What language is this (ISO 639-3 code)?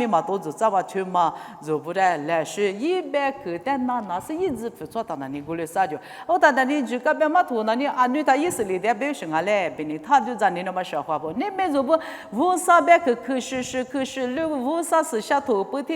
lis